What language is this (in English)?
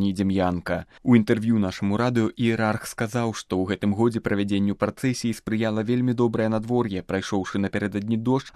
Belarusian